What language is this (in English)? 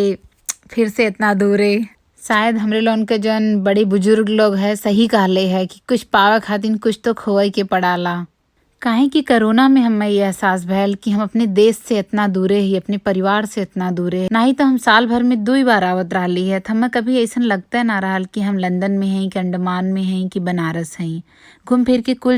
Bhojpuri